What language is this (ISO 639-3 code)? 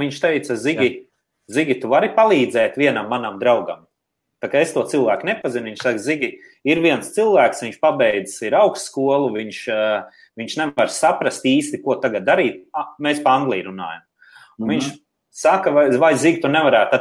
lav